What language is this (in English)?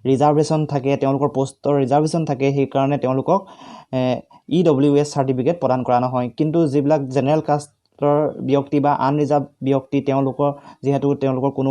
Assamese